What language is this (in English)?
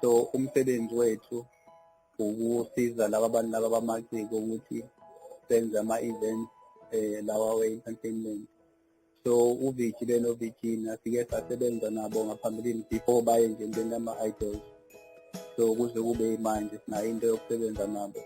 Zulu